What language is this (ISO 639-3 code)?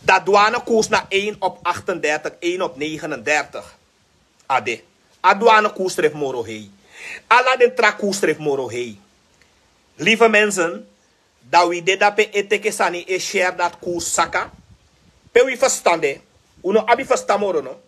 srn